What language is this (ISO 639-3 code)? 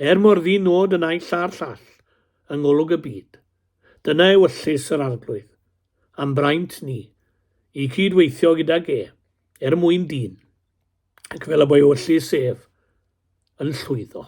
cym